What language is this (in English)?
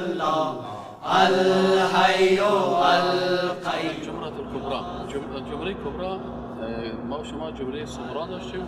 Persian